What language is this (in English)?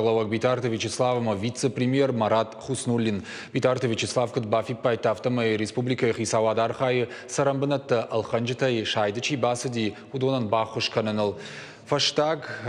Ossetic